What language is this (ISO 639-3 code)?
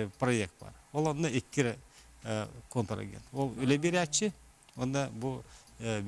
sah